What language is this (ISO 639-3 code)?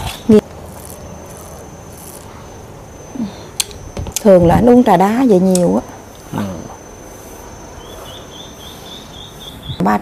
vie